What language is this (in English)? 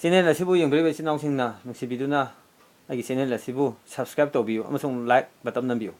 Manipuri